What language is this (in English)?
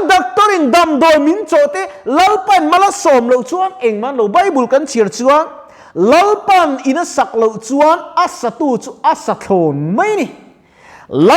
Mizo